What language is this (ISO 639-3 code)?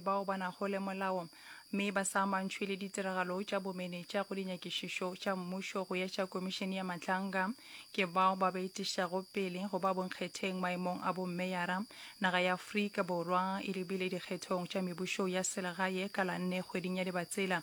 nso